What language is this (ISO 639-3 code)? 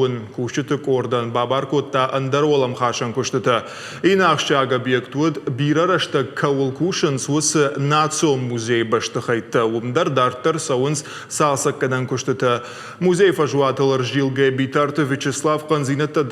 oss